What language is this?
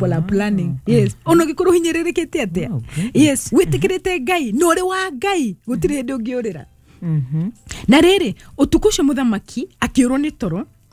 Kikuyu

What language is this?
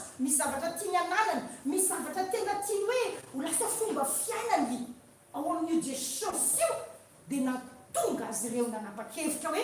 Malagasy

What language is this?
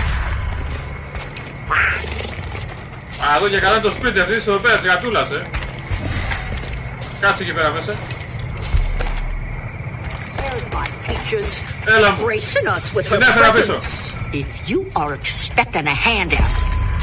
Greek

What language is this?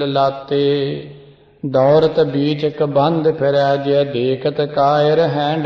Punjabi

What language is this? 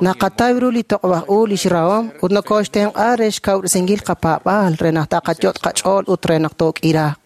Kekchí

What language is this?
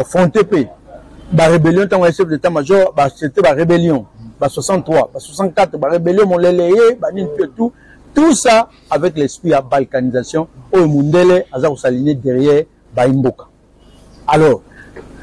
Lingala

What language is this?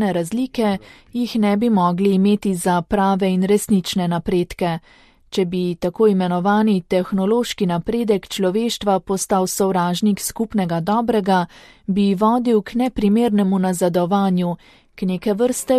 Slovenian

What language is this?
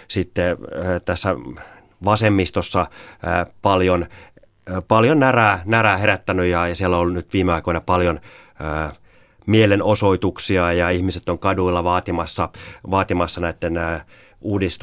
Finnish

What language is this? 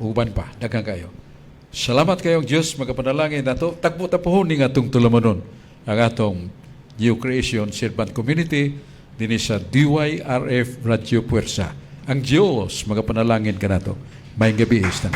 Cebuano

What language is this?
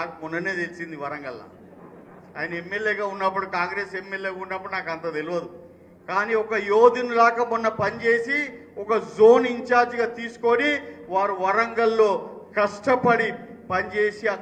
Telugu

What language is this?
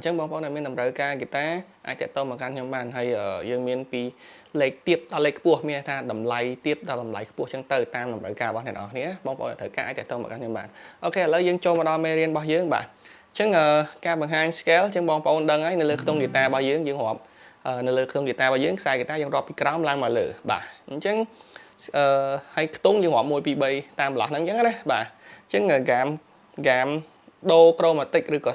Khmer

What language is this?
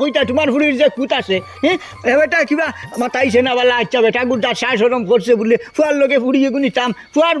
Sylheti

